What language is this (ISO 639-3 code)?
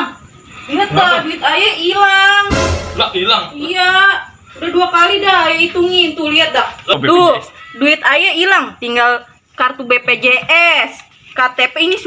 bew